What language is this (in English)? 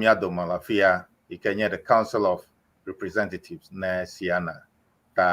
Ewe